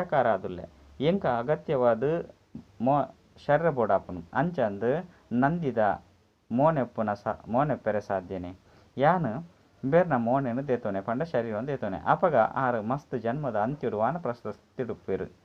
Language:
Tulu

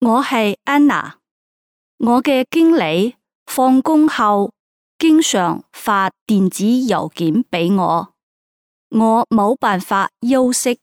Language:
Cantonese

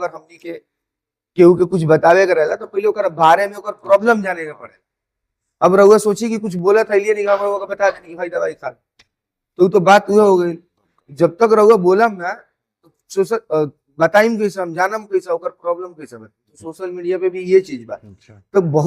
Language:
Bhojpuri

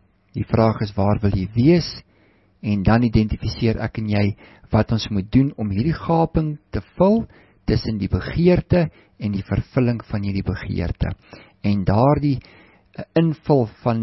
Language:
Afrikaans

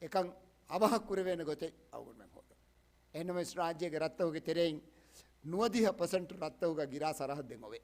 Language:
Divehi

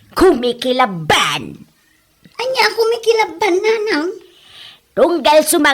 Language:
Iloko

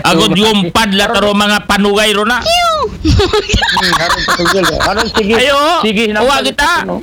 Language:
Aklanon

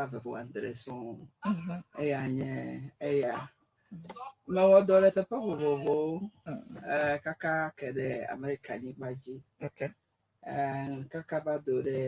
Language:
Ewe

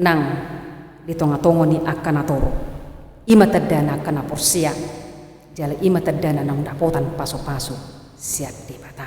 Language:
Batak Toba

